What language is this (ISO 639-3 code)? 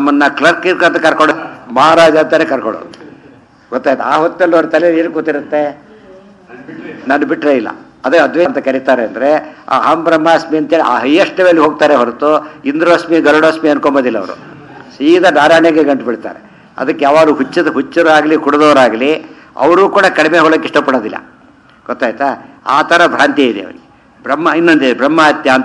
kan